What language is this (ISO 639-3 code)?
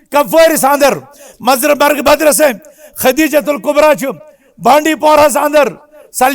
kas